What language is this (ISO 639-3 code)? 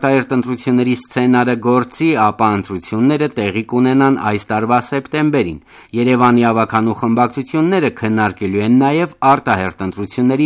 hye